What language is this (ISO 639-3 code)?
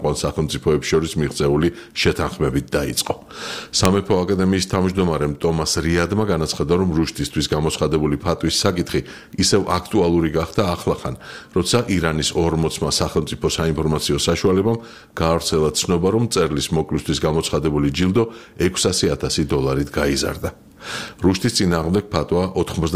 kat